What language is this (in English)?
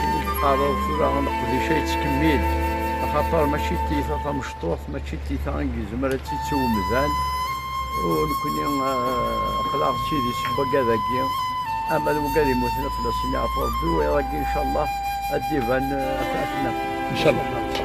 Kabyle